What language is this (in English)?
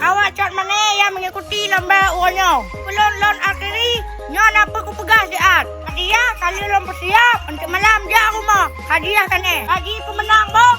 Achinese